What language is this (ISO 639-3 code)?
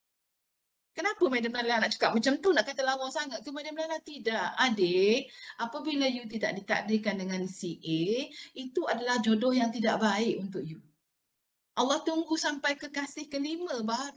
msa